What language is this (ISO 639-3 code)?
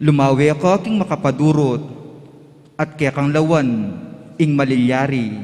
pam